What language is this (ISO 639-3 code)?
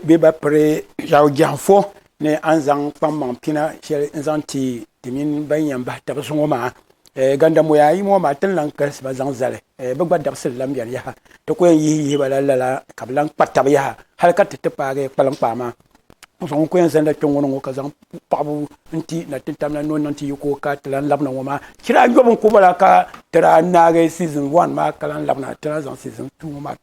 dag